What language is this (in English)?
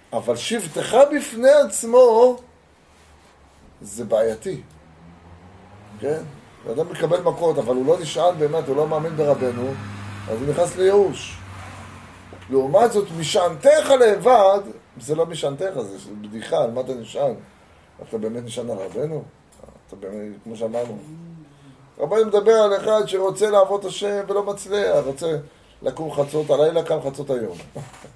Hebrew